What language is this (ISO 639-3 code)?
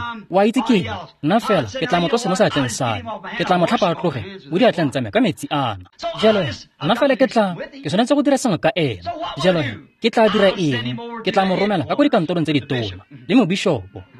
tsn